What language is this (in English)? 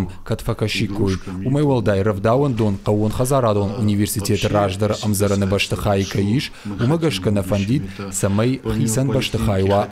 Ossetic